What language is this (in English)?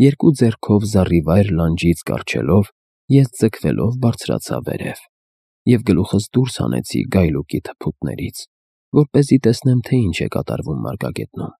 Armenian